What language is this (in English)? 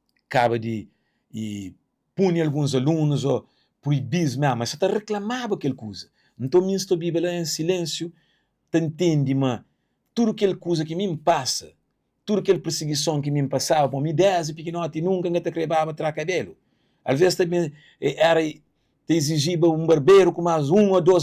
Kabuverdianu